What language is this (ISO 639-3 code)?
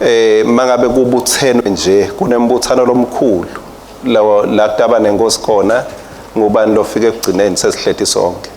ssw